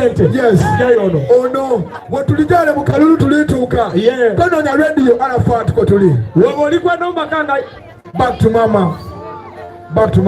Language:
Soga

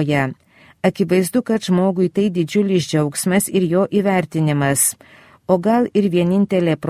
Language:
Lithuanian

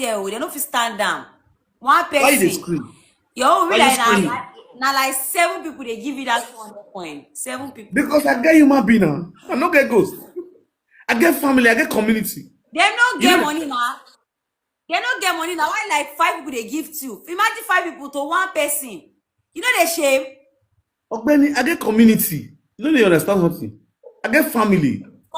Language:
Nigerian Pidgin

